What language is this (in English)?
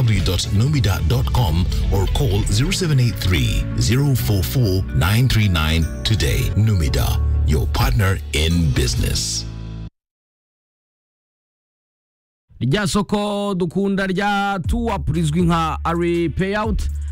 Kinyarwanda